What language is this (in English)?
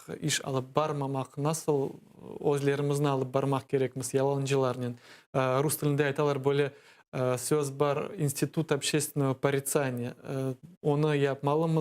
Crimean Tatar